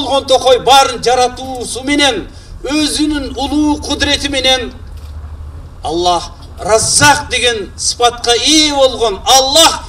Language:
Kyrgyz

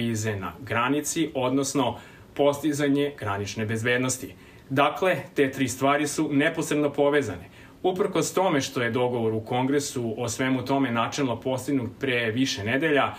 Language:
Serbian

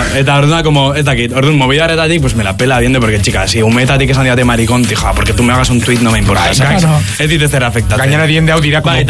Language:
Basque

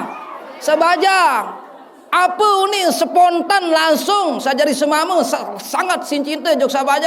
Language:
Sasak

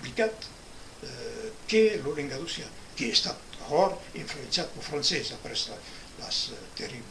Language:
Occitan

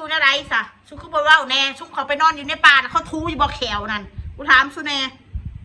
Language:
Northeastern Thai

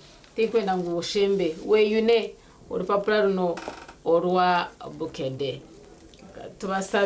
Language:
Nyankole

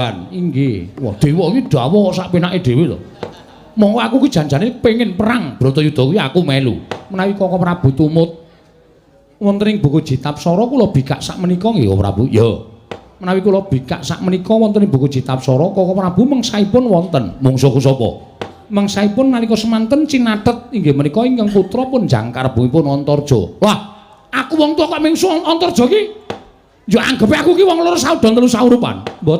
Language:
Javanese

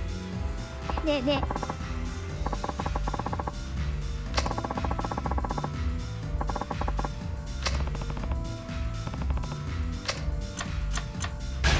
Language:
Japanese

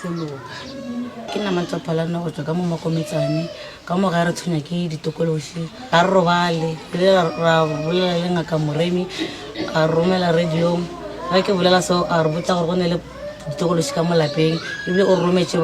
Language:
Northern Sotho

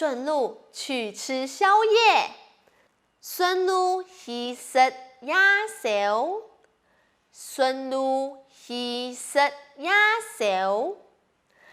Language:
Hakka Chinese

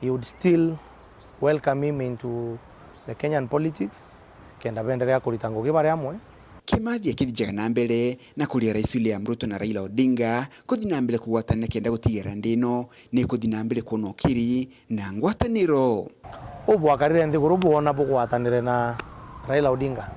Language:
Meru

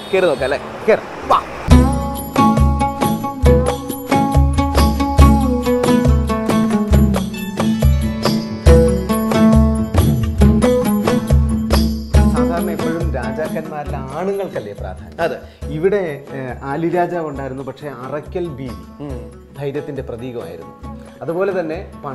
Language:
Malayalam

